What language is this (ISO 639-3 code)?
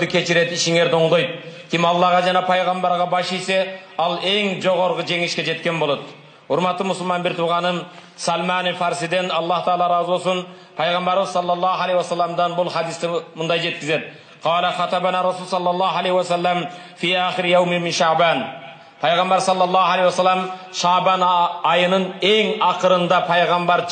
kir